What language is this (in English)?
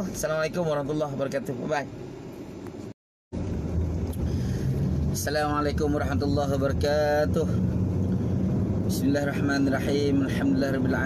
Malay